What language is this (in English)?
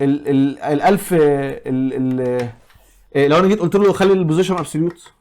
Egyptian Arabic